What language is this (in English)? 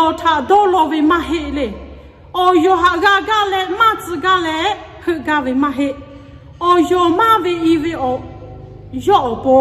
Lahu